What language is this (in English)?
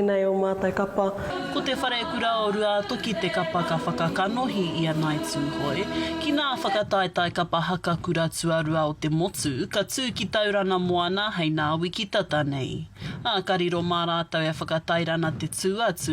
Māori